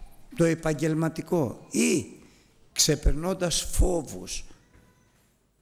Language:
Greek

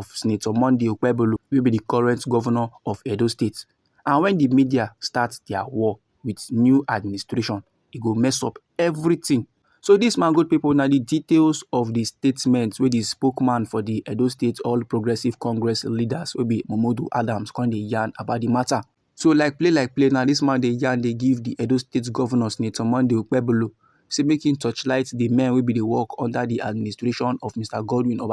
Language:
Nigerian Pidgin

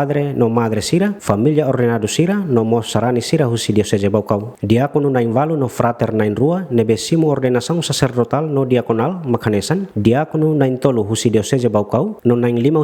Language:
Tetum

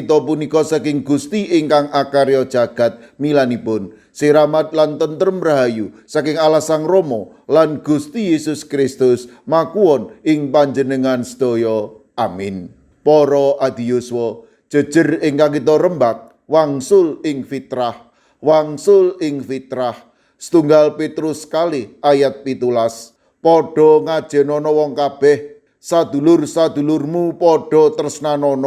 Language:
Javanese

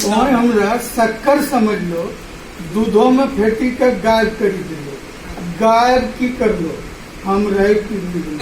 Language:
Angika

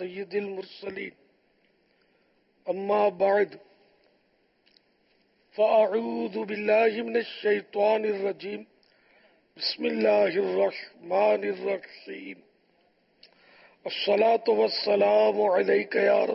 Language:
Urdu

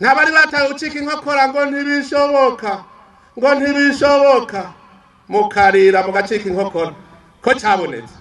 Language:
Rundi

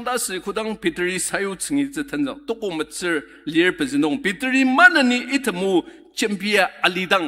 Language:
Ao Naga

